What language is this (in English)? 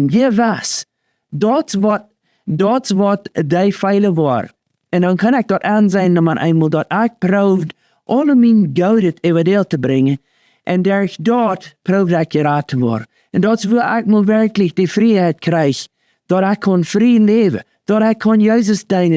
Plautdietsch